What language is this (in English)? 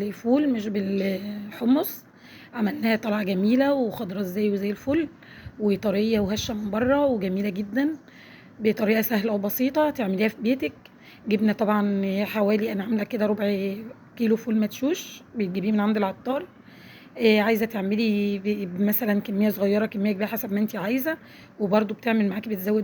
Egyptian Arabic